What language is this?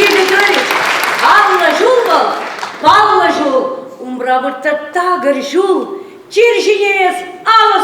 Chuvash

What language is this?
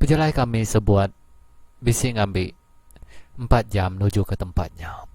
Iban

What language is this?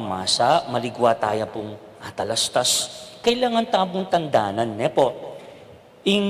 Pampanga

